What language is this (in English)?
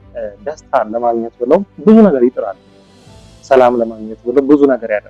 Amharic